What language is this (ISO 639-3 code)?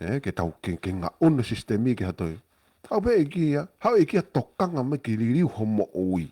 ton